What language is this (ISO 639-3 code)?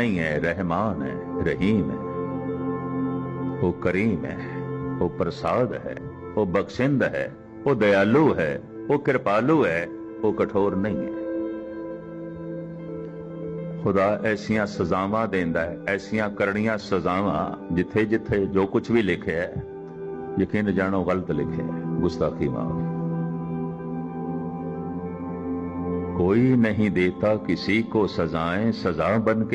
pan